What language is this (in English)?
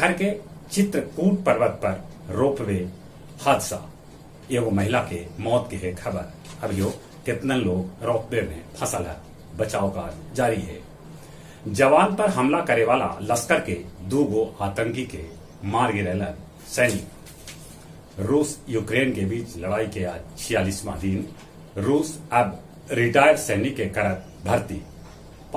Magahi